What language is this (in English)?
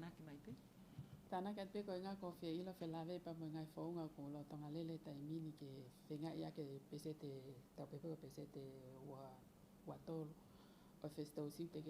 Tongan